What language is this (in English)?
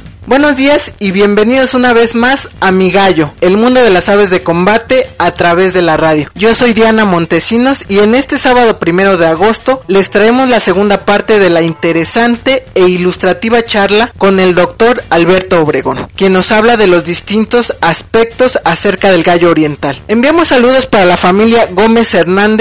Spanish